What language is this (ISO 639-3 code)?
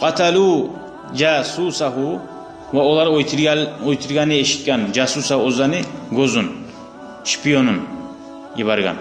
kum